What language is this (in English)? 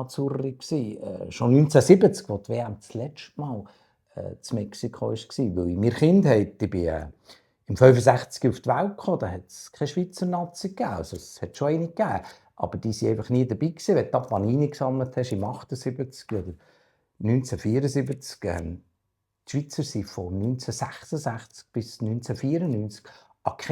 Swiss German